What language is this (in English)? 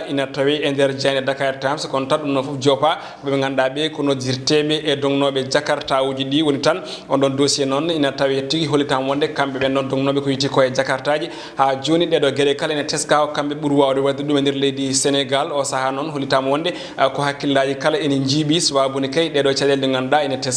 Fula